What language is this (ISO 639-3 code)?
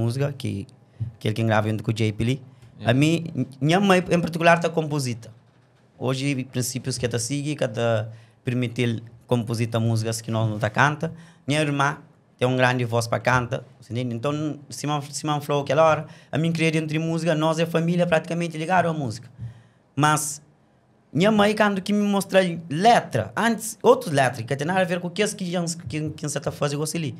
kea